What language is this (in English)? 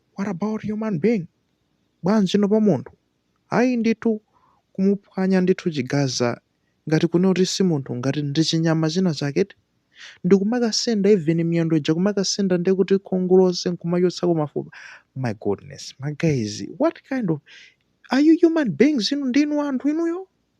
Nyanja